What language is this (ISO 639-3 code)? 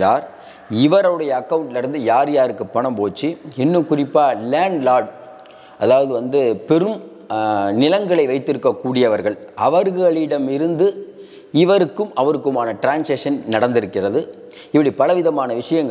tam